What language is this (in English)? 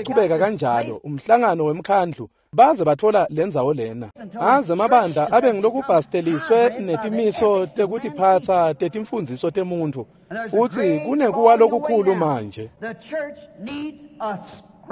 Swati